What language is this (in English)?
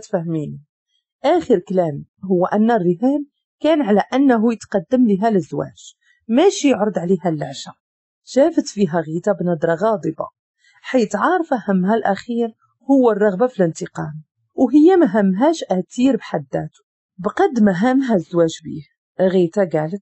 Moroccan Arabic